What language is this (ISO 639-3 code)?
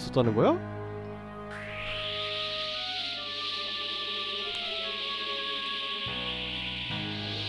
kor